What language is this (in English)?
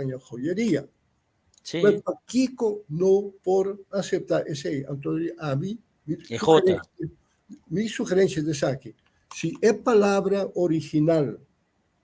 Papiamento